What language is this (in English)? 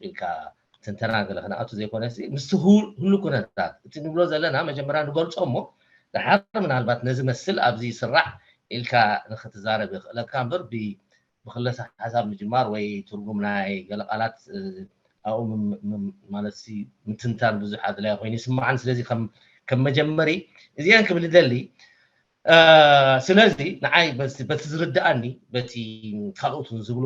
Tigrinya